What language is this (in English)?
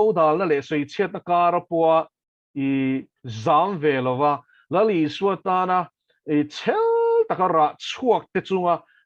Mizo